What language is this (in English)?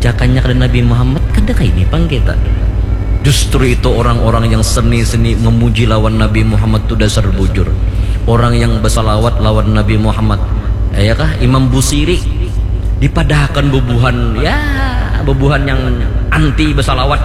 Banjar